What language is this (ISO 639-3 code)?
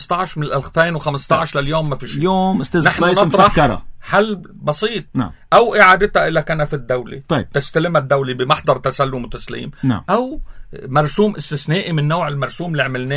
apc